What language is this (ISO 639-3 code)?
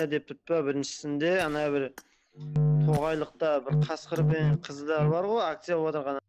kaa